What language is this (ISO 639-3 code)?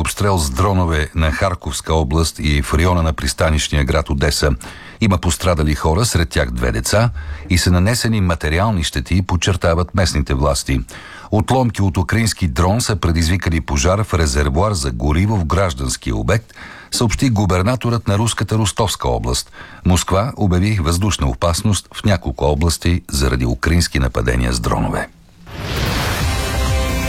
bul